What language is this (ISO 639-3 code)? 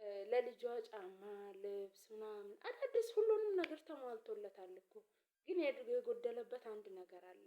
amh